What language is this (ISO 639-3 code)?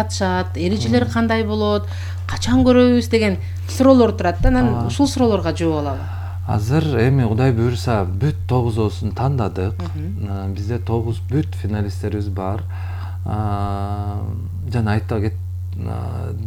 kir